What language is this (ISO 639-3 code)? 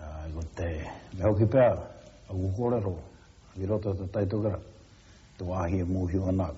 mri